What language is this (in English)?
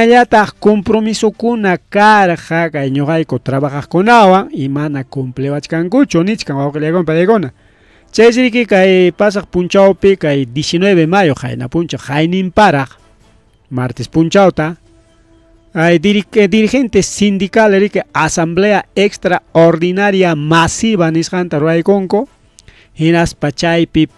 Ayacucho Quechua